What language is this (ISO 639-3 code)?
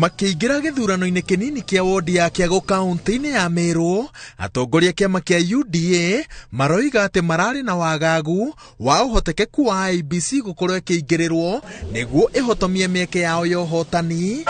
kik